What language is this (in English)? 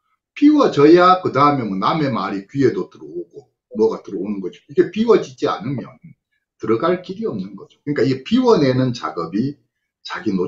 Korean